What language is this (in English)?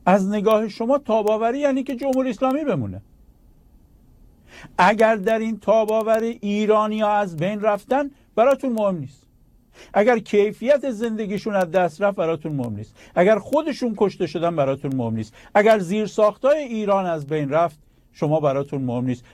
Persian